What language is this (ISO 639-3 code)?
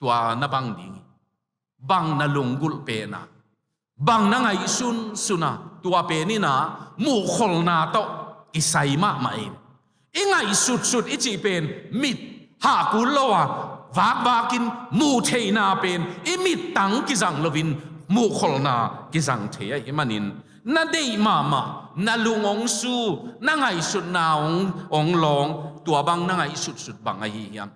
ctd